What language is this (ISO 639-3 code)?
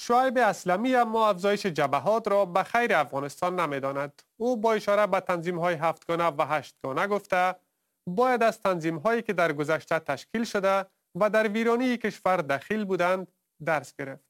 fas